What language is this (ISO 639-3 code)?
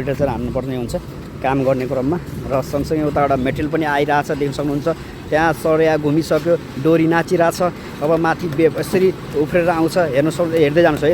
nep